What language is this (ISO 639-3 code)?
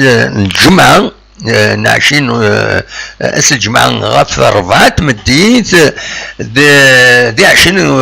kab